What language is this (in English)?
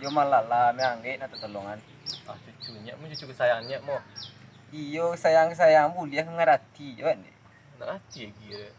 Minangkabau